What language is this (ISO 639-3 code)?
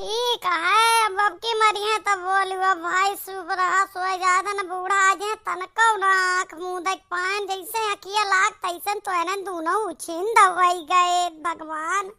awa